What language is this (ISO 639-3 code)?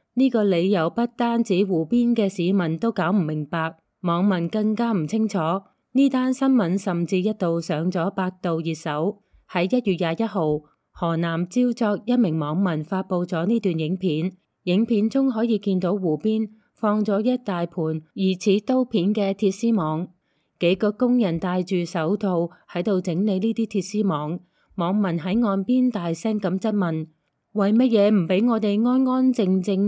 yue